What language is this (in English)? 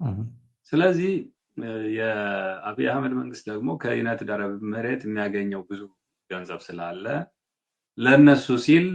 Amharic